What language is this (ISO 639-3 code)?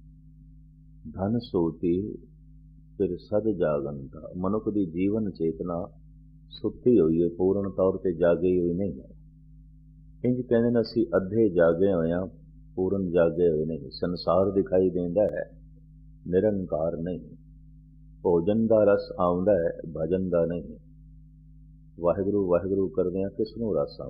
pan